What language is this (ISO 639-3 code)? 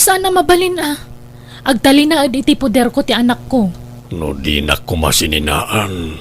ilo